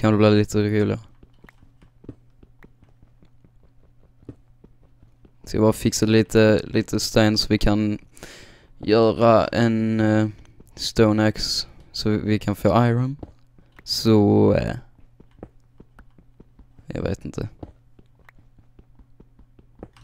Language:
Swedish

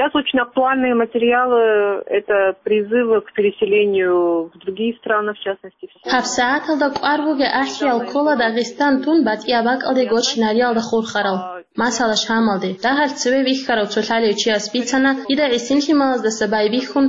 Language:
Avaric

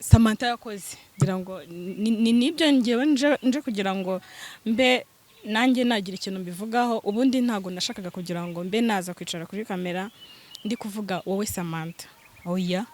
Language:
Kinyarwanda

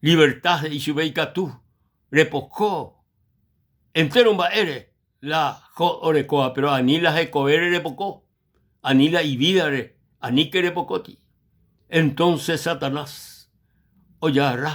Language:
Guarani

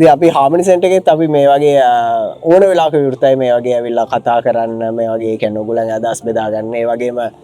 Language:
Sinhala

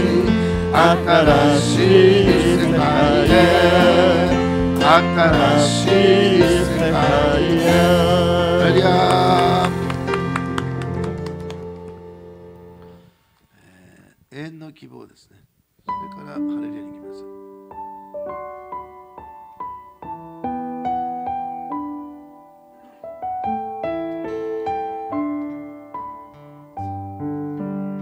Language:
Japanese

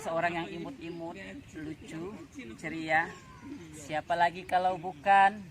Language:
Musi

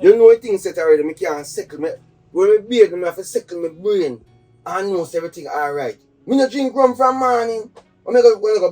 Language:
Jamaican Creole English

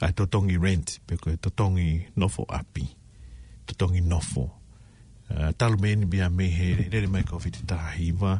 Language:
Tongan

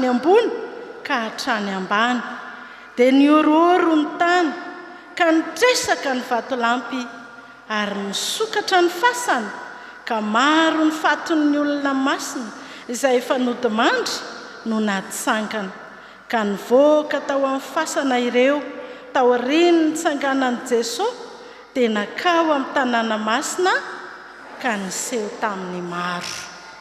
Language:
Malagasy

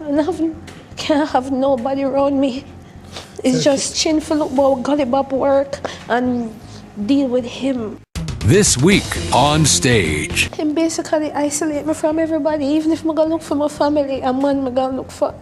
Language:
Jamaican Creole English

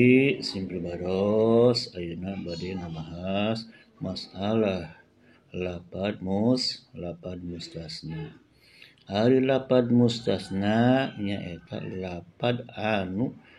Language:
Sundanese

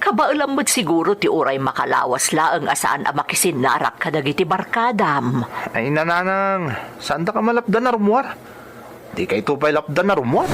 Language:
Iloko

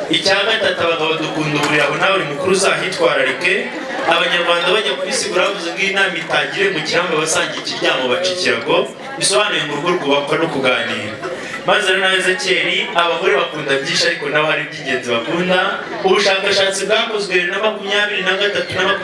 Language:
Kinyarwanda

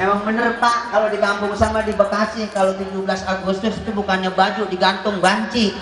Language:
Betawi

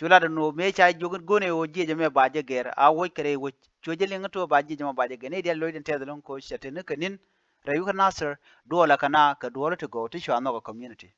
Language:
Nuer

